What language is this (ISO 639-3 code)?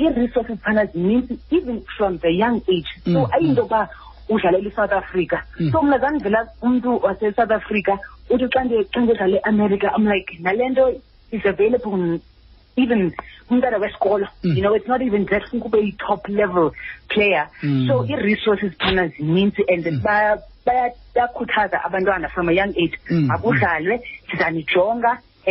xho